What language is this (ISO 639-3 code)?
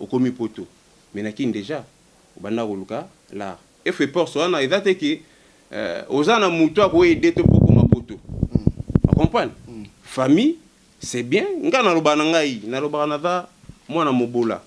lin